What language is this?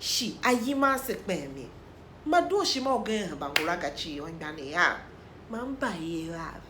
Tiv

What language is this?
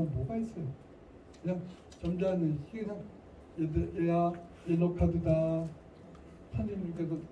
Korean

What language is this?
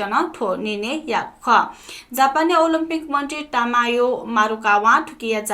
Newari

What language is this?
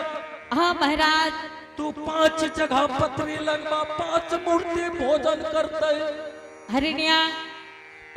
Angika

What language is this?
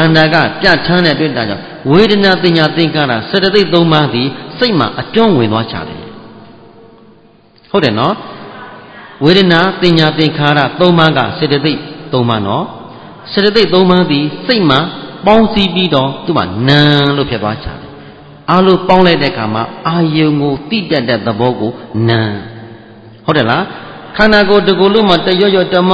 Burmese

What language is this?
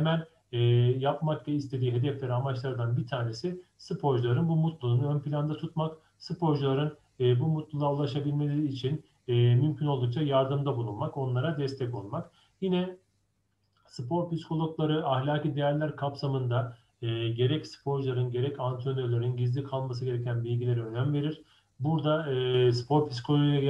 Turkish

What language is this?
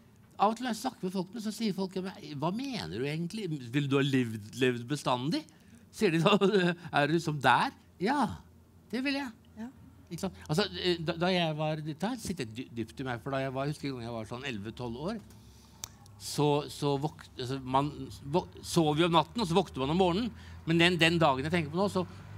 Norwegian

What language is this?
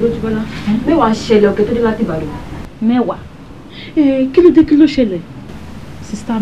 Yoruba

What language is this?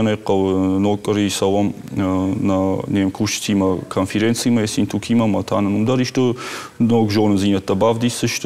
Ossetic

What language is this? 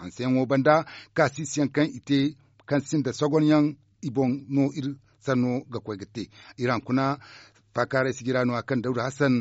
Zarma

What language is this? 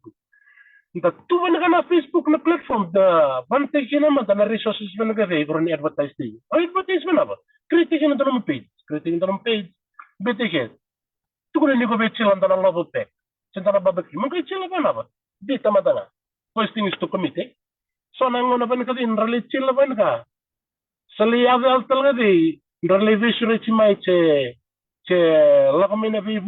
Fijian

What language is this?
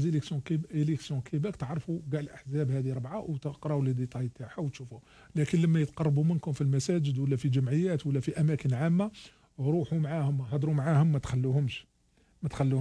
Algerian Arabic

